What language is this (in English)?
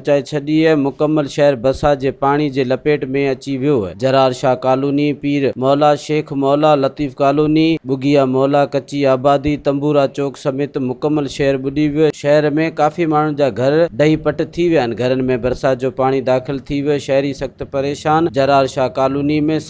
Sindhi